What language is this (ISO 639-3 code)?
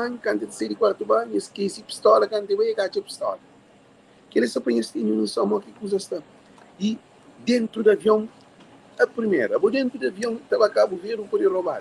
kea